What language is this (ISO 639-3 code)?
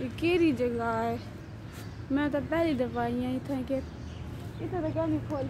skr